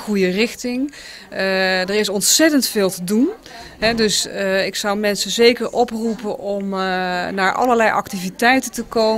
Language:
Dutch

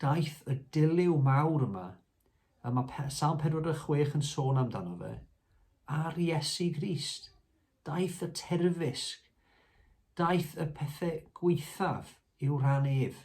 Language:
Welsh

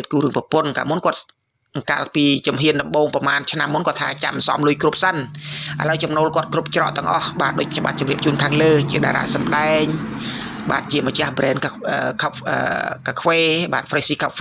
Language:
Khmer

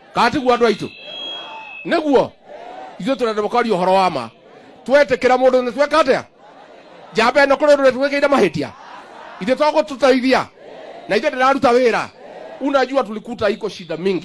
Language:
Kikuyu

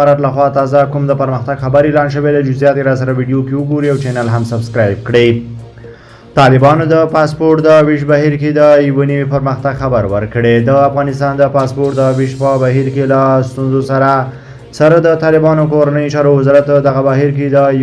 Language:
Pashto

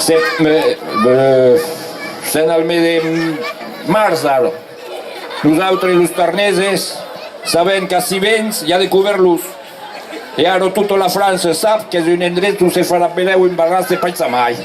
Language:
Occitan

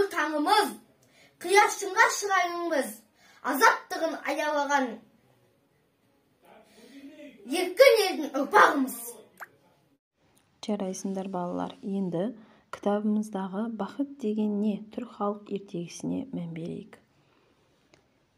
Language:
Kazakh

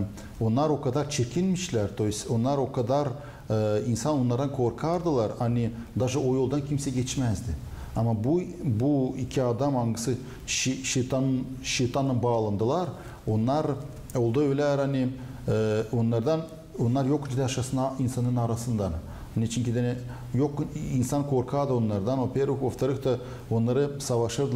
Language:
Gagauz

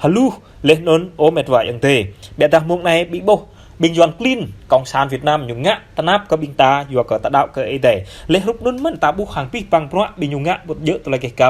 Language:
Jarai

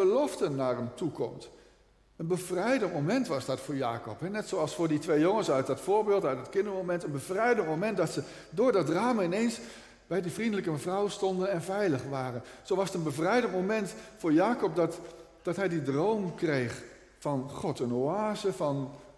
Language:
Dutch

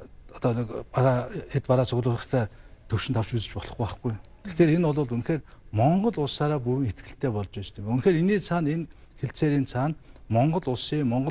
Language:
Mongolian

